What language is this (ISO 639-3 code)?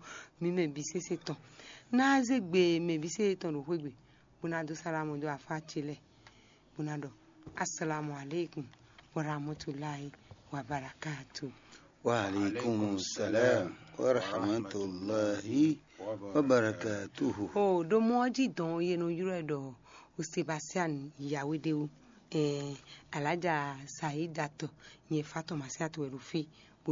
fon